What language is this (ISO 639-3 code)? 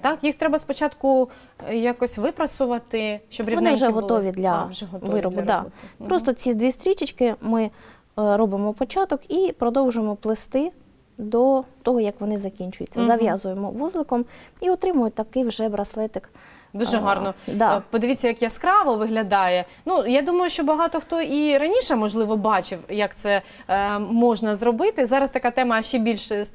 ukr